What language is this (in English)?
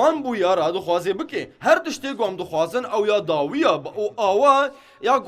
Kurdish